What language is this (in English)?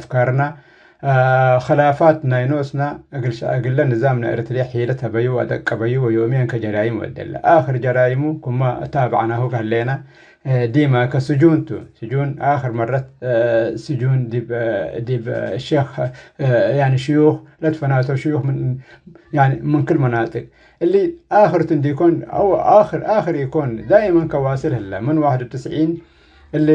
Tigre